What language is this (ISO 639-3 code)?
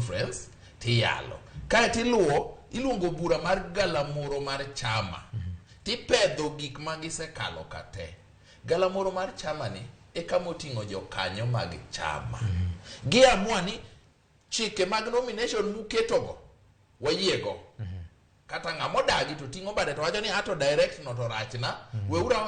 luo